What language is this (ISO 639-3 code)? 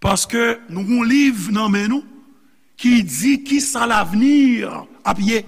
hat